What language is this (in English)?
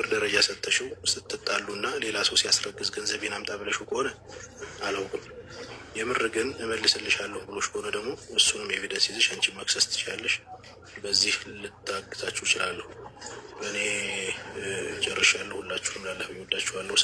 Amharic